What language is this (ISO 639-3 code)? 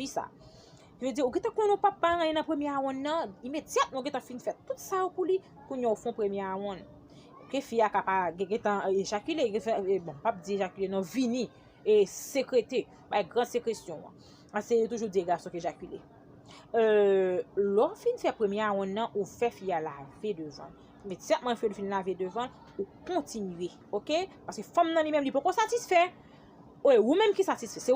hat